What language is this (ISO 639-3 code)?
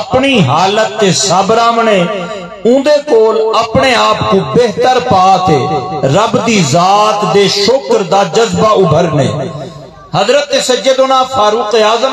skr